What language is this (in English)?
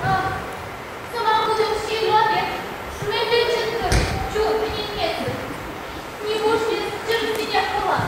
Chuvash